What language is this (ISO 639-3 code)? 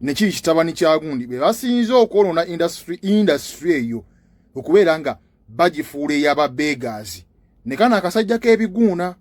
lug